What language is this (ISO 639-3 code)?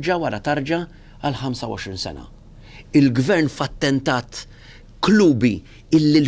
mlt